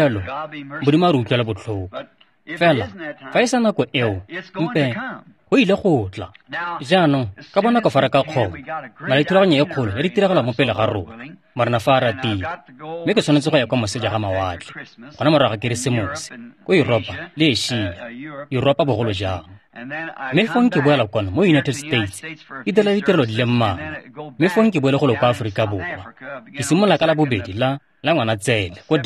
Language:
Tswana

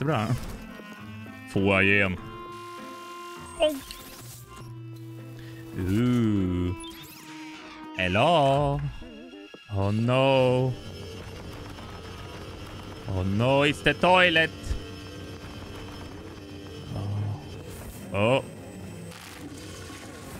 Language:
Swedish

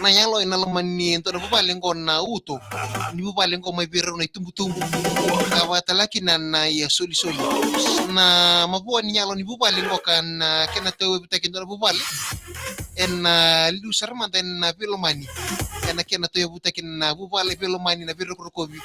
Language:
Fijian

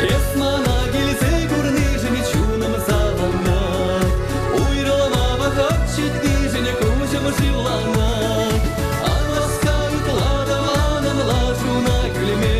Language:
Chuvash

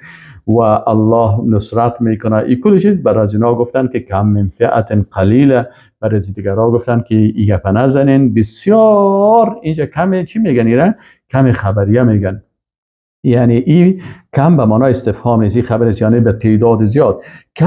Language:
Persian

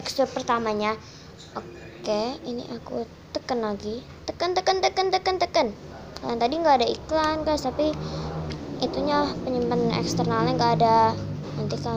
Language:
Indonesian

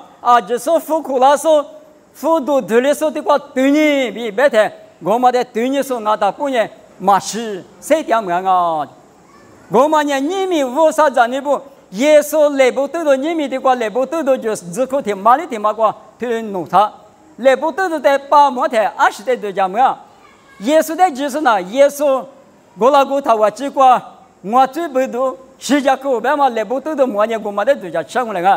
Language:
Lisu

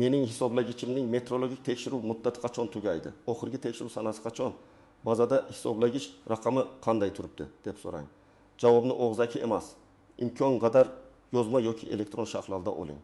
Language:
Uzbek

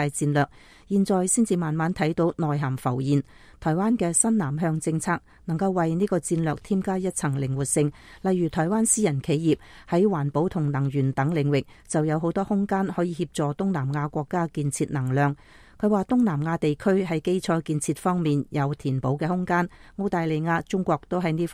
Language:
Cantonese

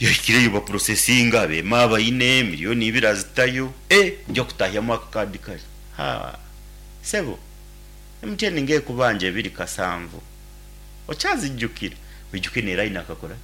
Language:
Nyankole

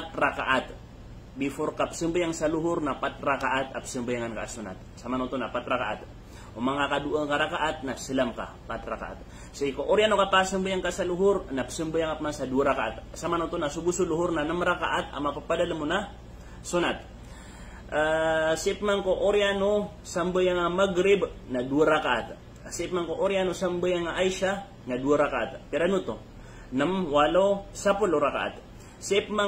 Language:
Maranao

